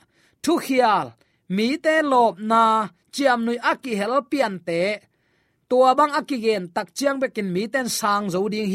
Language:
Tedim Chin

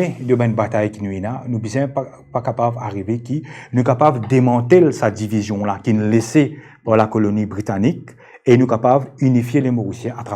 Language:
Morisyen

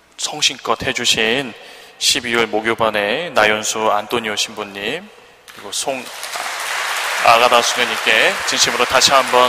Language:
Korean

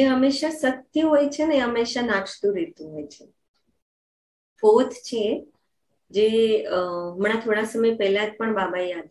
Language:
Gujarati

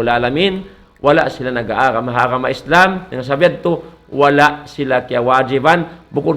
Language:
Tausug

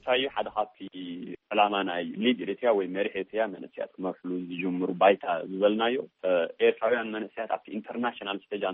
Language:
Tigrinya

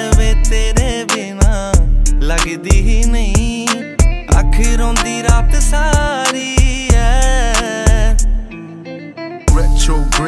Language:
Punjabi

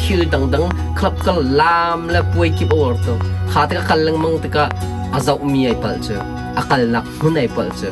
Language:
Hakha Chin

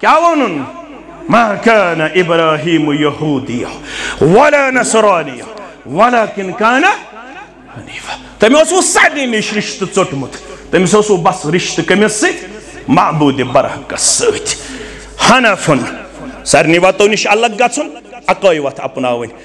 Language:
Kashmiri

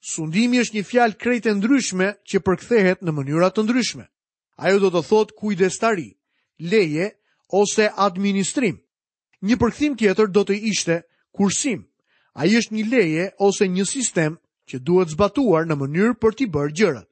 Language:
Albanian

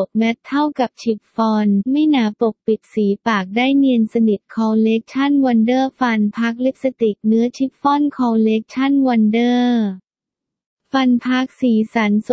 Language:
Thai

